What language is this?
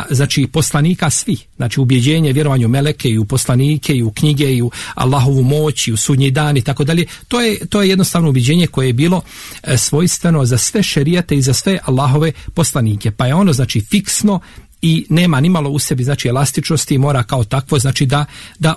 Bosnian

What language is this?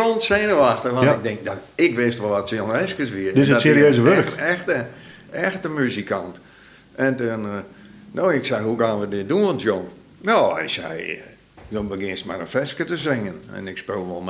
Western Frisian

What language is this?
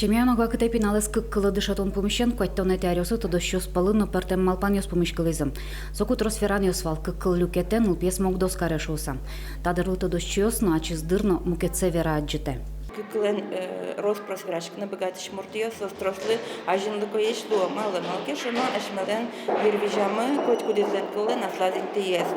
Udmurt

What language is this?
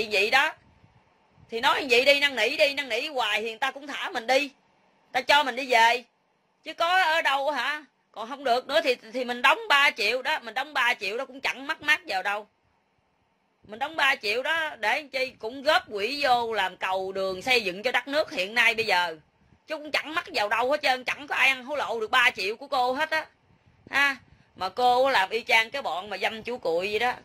Vietnamese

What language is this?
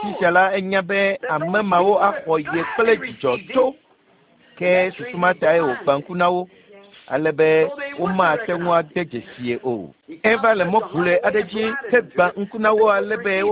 Ewe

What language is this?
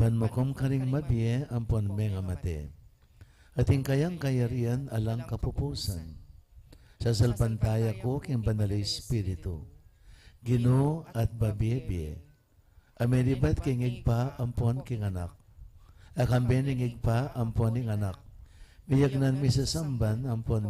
Pampanga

